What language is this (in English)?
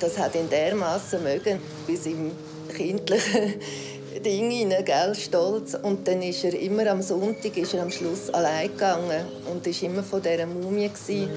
Romansh